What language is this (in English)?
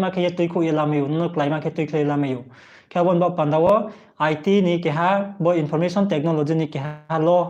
Riang (India)